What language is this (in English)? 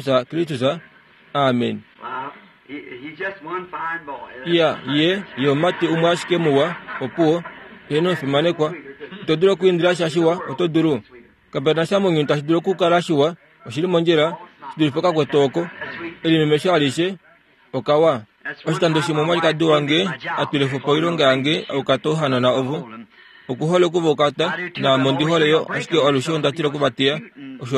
Kuanyama